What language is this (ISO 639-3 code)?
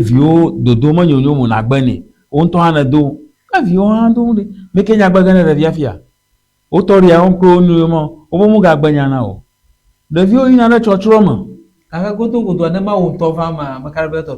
ewe